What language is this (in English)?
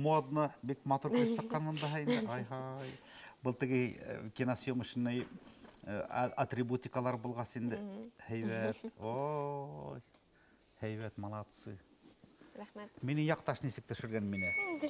Bashkir